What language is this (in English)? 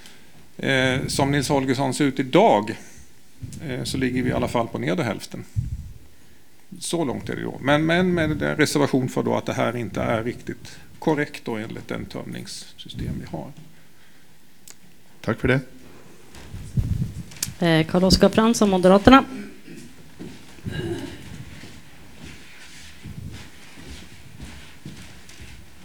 Swedish